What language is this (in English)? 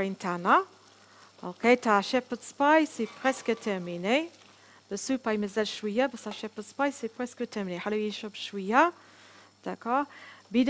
Algerian Arabic